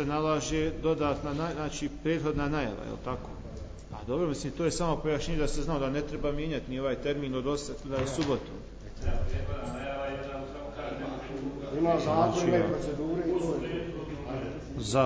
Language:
Croatian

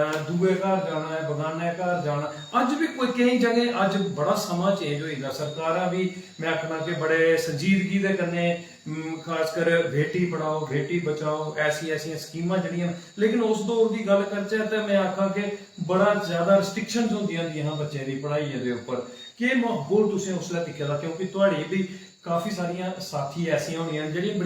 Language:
Dogri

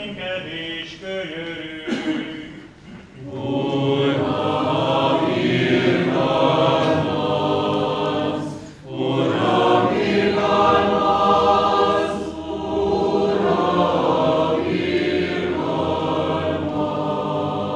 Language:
Hungarian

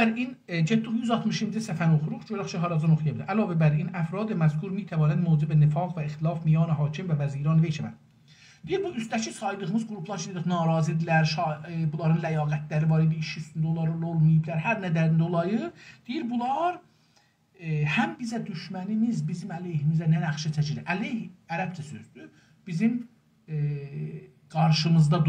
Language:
South Azerbaijani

